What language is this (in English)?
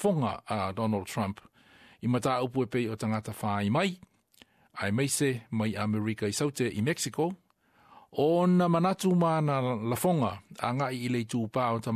Samoan